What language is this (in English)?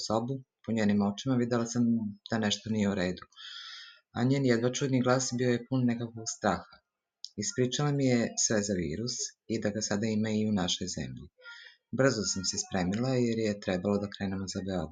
Serbian